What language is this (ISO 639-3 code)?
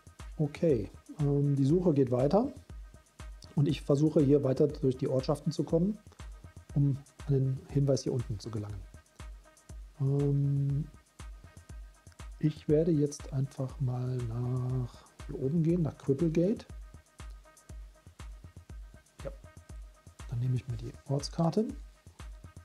deu